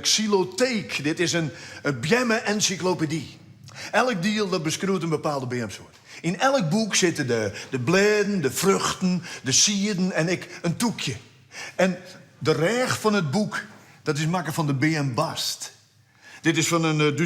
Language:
Western Frisian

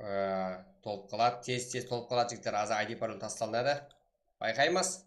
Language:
Kara-Kalpak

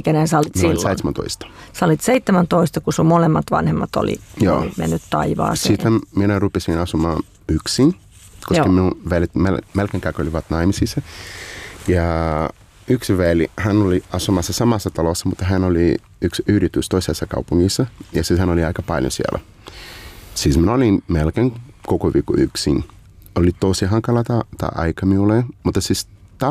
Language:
Finnish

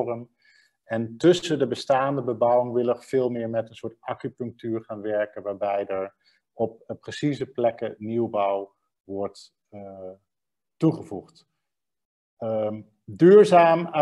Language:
Dutch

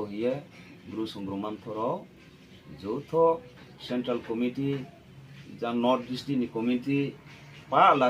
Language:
Riang (India)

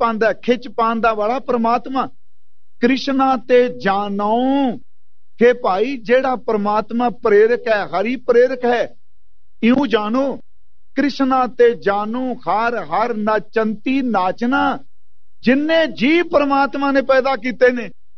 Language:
Punjabi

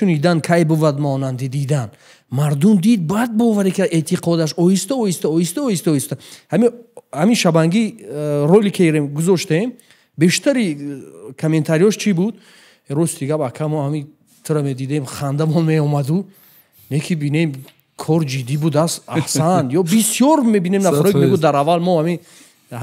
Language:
Tajik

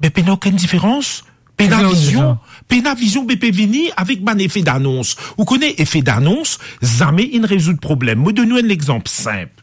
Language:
Morisyen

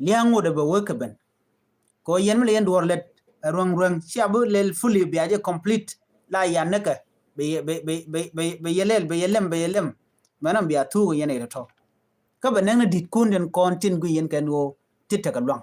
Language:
Nuer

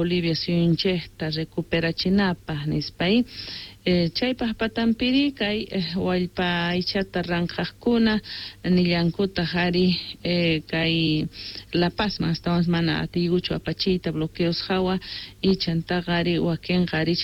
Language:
Quechua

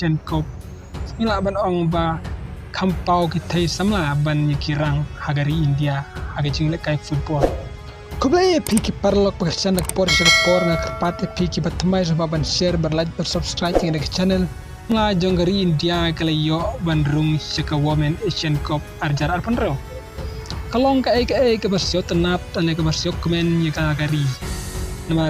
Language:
Khasi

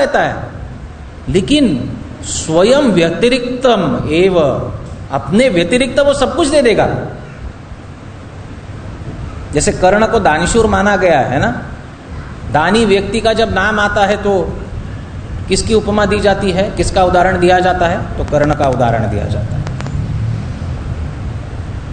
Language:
Hindi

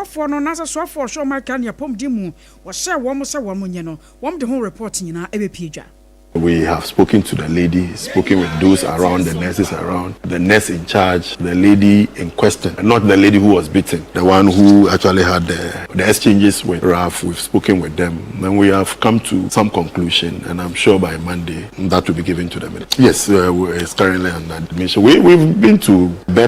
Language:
Akan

